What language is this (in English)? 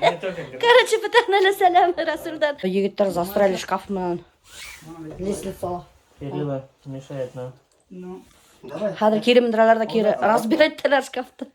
Bashkir